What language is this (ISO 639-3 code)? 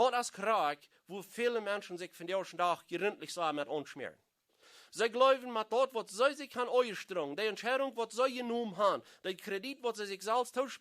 pdt